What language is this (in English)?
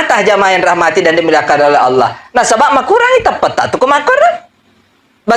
Buginese